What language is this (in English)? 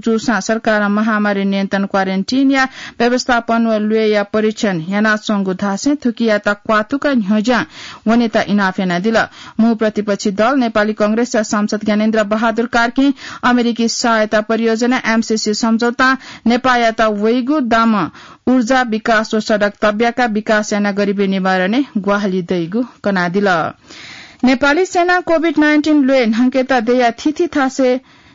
Newari